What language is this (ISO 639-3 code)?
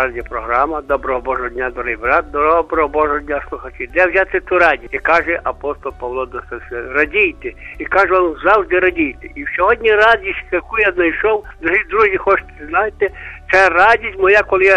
ukr